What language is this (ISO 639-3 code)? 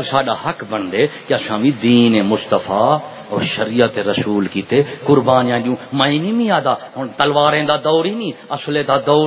skr